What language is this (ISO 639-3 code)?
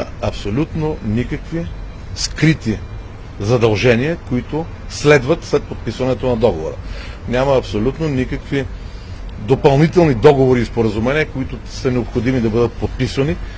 bul